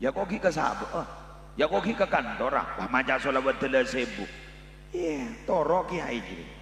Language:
Madurese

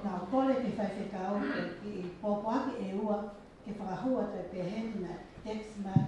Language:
Tongan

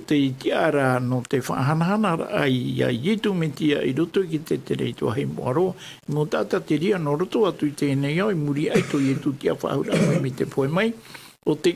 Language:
Tahitian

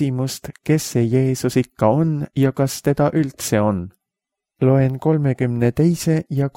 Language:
Estonian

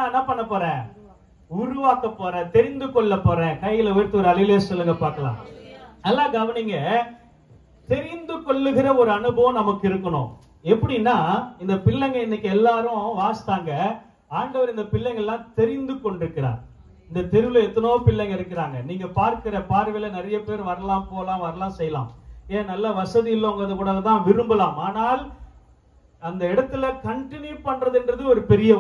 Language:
Tamil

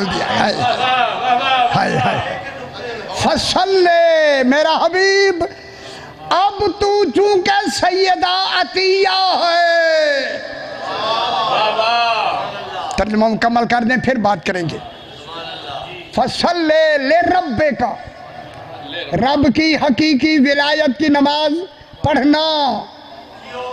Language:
Urdu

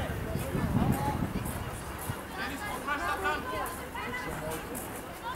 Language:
Bulgarian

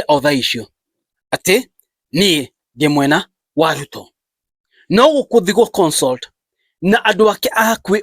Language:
Kikuyu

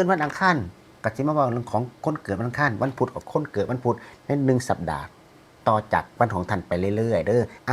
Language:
Northeastern Thai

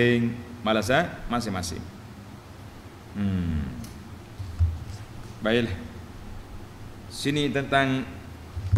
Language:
Malay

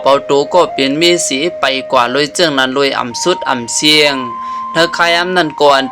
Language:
Shan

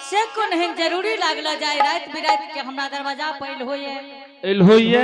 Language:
Angika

